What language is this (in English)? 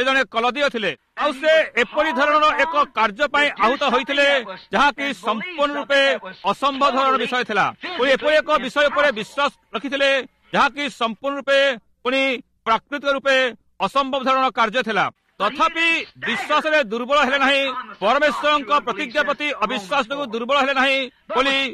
Odia